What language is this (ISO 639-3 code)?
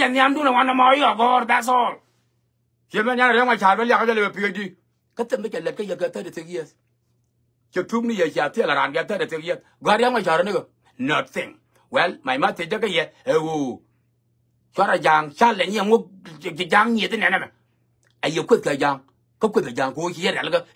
nus